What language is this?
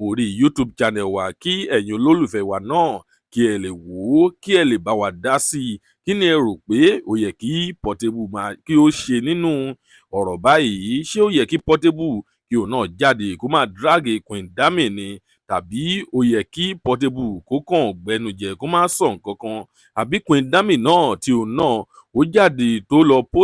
Yoruba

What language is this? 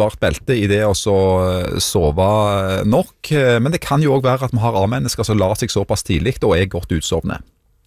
Norwegian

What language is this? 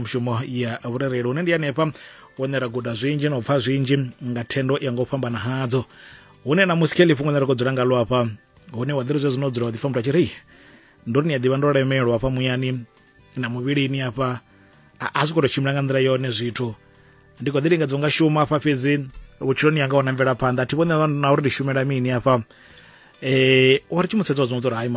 Venda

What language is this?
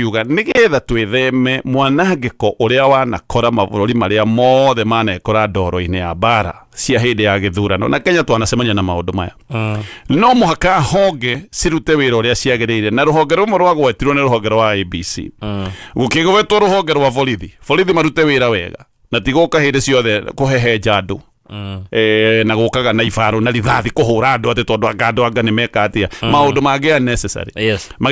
Kikuyu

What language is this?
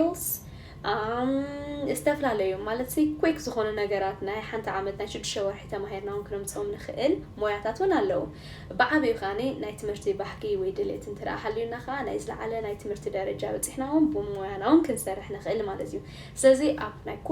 Tigrinya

